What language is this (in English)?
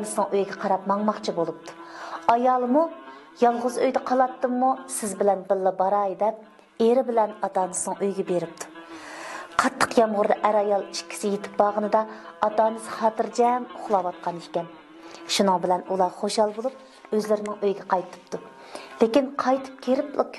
Uyghur